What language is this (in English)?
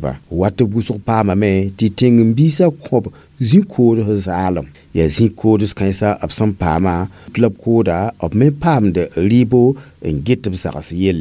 Mossi